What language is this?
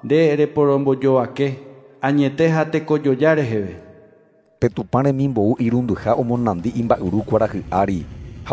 Guarani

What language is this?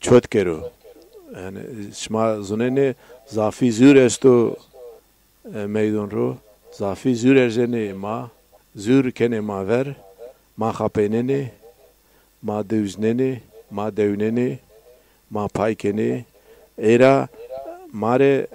Zaza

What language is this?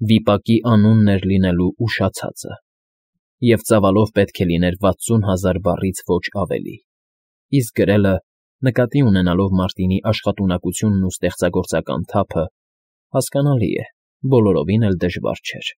Armenian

